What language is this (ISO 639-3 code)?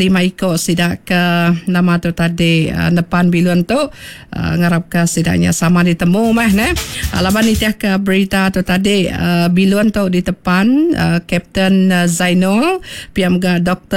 iba